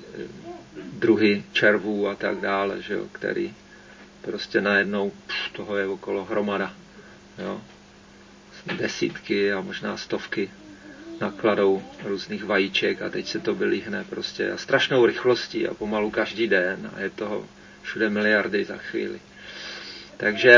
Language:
Czech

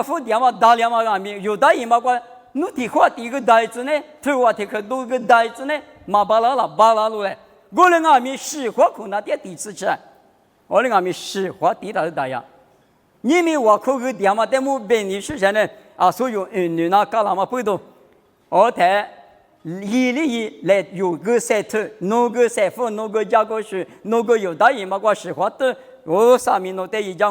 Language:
Lisu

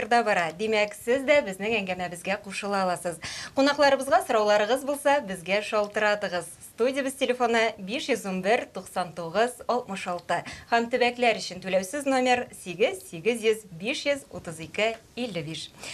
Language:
Tatar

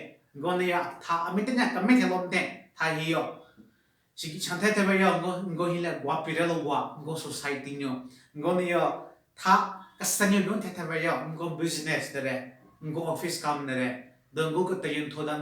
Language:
Southern Rengma Naga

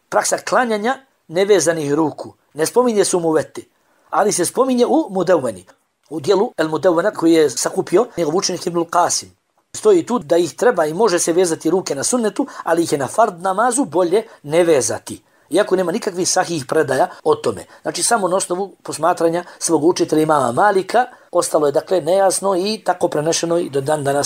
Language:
Bosnian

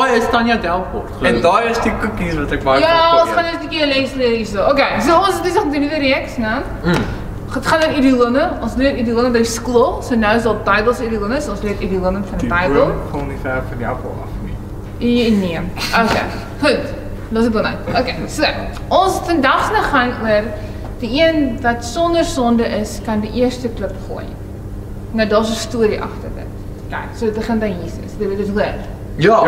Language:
Afrikaans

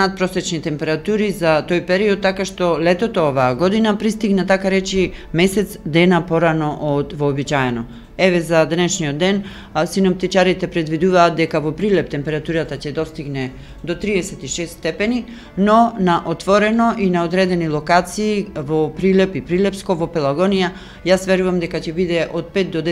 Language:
Macedonian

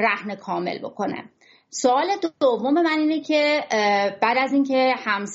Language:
Persian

